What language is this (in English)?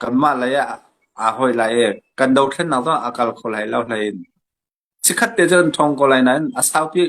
Hakha Chin